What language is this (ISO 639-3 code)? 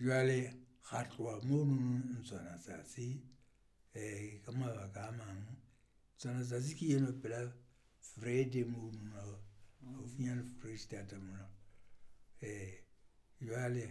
sot